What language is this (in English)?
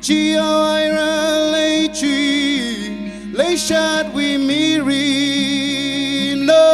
Tangkhul Naga (India)